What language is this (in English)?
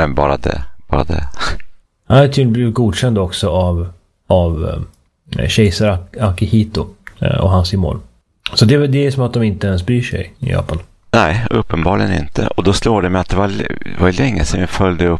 Swedish